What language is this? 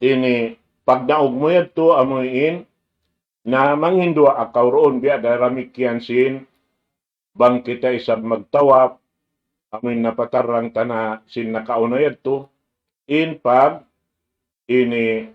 Tausug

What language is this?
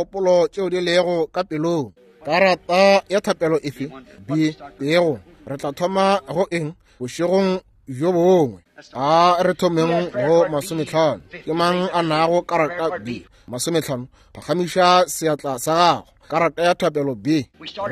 Northern Sotho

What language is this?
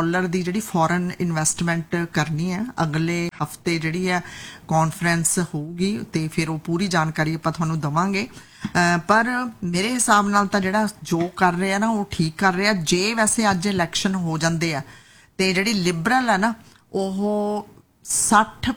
Punjabi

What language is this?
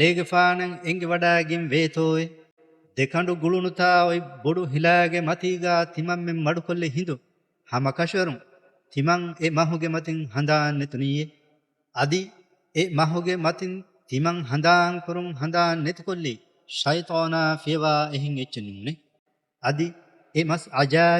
Divehi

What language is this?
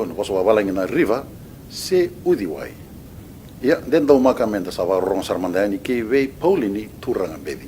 Fijian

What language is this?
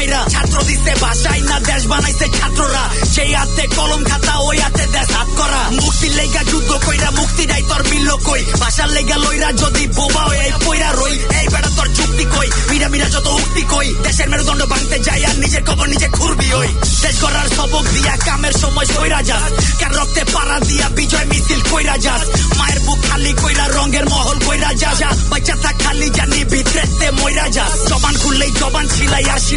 Bangla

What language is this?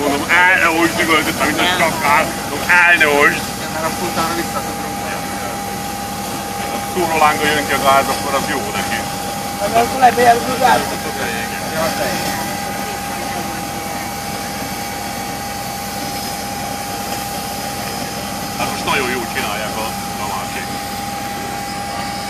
Hungarian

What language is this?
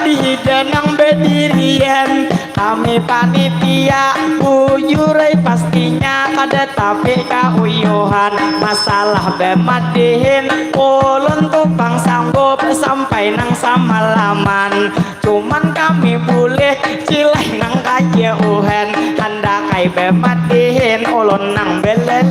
Banjar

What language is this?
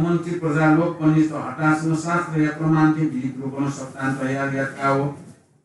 Newari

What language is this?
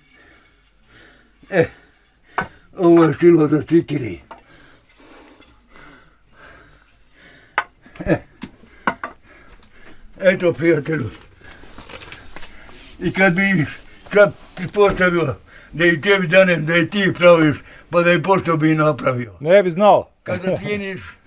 Bosnian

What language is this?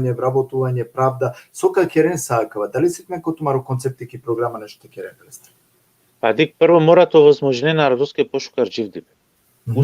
Balkan Romani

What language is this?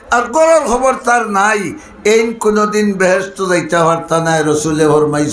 Sylheti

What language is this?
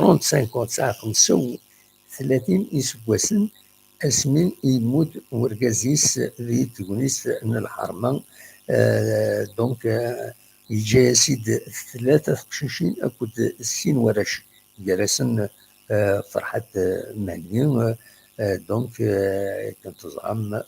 Kabyle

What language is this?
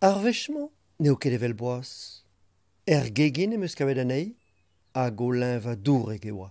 Breton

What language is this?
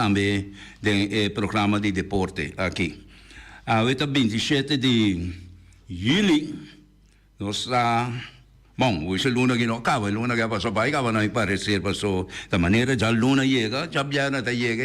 Papiamento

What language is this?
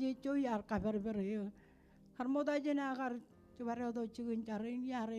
Marshallese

